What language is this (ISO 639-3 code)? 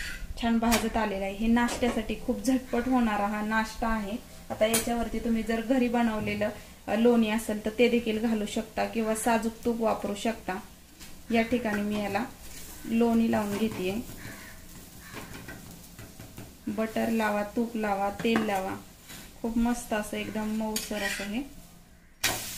mar